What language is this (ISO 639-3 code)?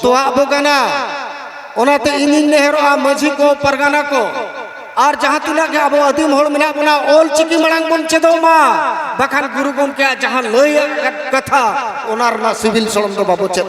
sat